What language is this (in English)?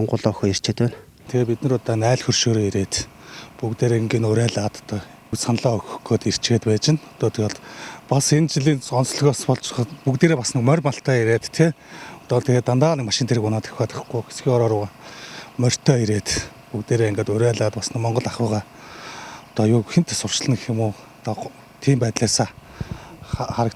Mongolian